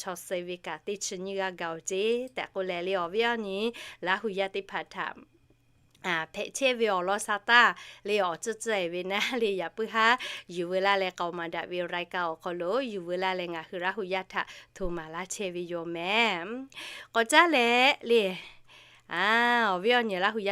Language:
Lahu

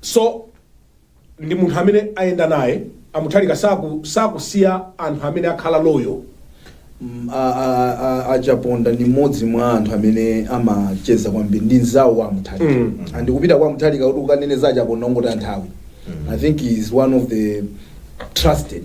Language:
Nyanja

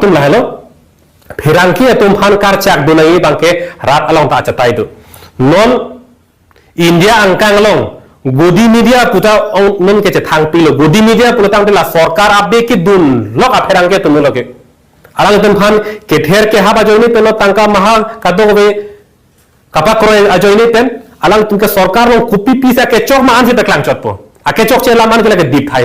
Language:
Karbi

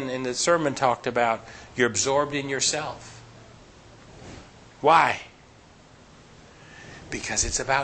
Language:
English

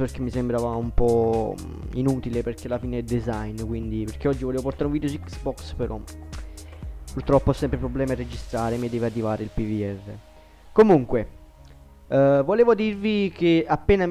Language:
Italian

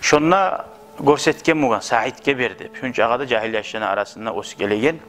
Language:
Kumyk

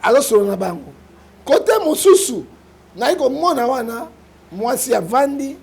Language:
Lingala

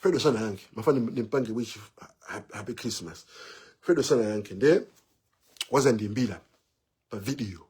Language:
Nyanja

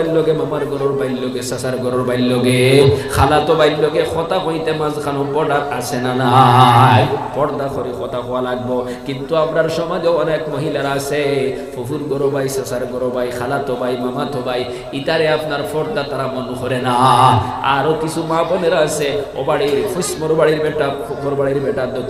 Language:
Sylheti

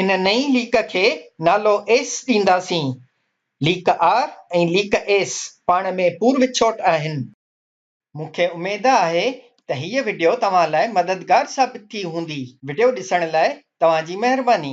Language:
Sindhi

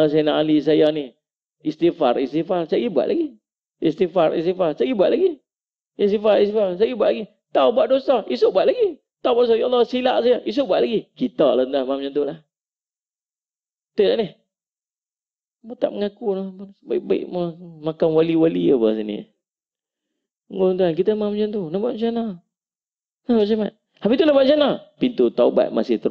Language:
Malay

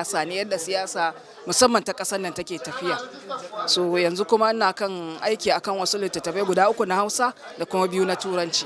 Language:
Hausa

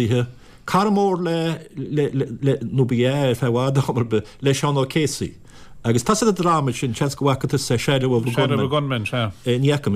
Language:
Irish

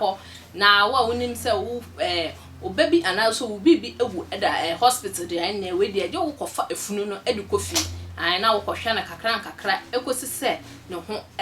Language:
Akan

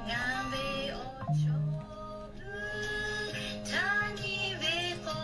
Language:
Lahu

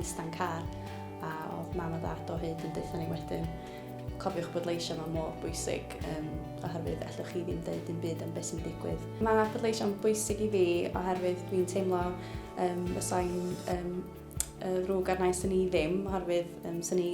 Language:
Welsh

